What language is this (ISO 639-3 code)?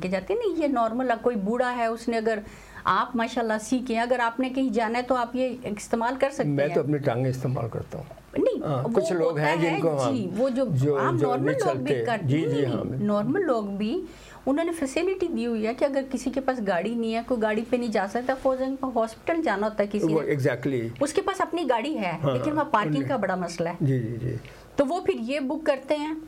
urd